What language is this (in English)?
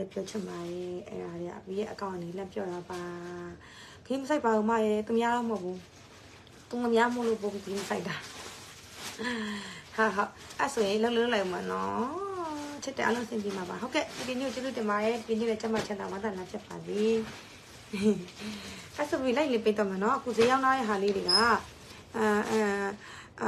Burmese